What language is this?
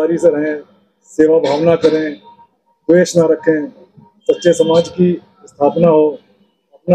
Hindi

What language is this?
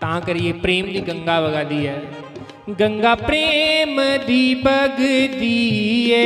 Dogri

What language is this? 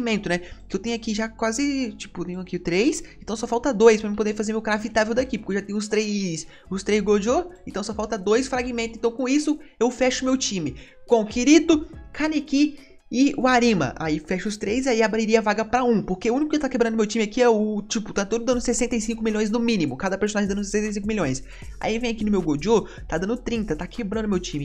Portuguese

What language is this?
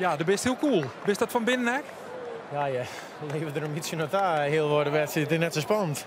Western Frisian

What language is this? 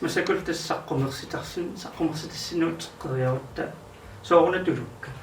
Kalaallisut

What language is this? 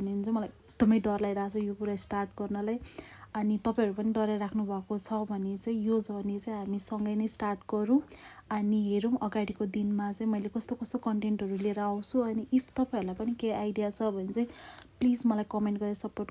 Nepali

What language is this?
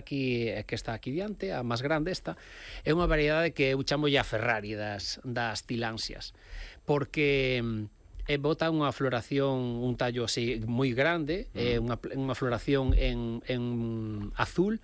Galician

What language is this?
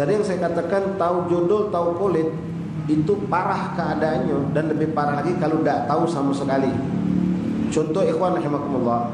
Musi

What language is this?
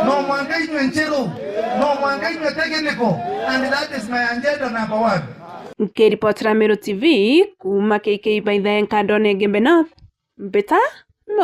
Meru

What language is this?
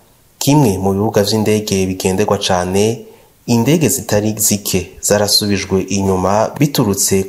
Rundi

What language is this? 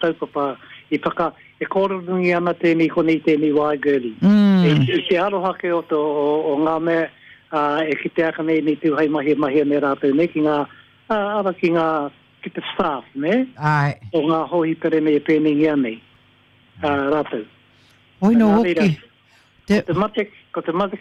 Māori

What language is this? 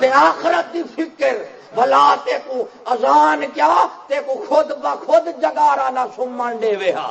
Saraiki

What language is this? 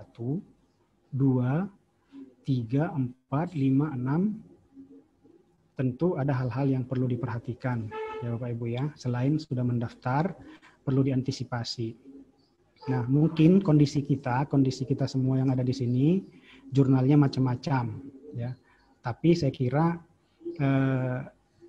Indonesian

